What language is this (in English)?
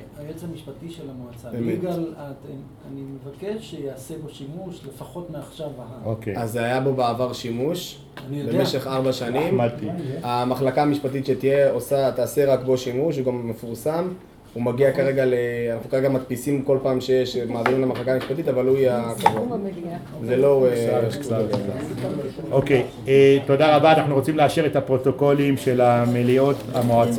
Hebrew